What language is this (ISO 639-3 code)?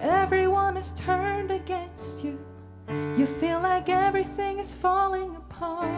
fao